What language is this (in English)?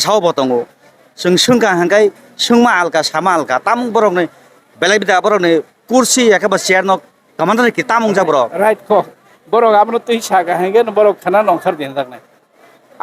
Kok Borok